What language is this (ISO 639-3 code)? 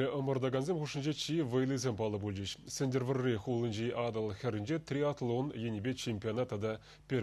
chv